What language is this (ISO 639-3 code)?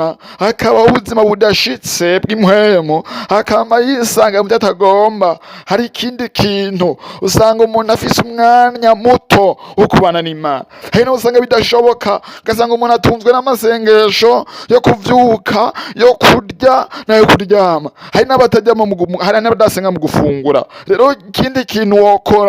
run